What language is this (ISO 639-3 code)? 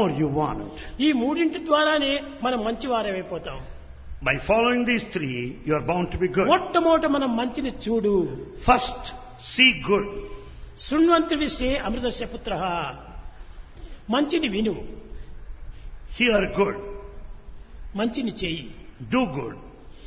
tel